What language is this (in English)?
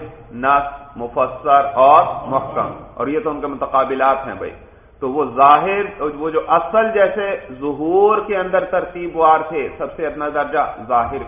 Urdu